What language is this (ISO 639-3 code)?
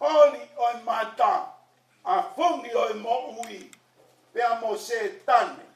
ton